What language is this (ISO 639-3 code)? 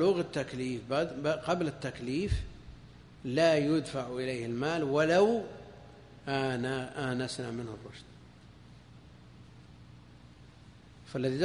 ara